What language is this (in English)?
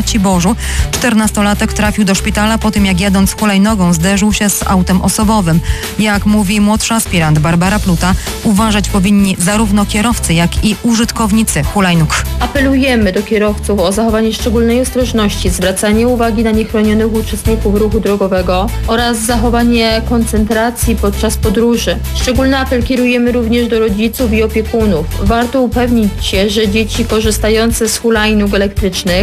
Polish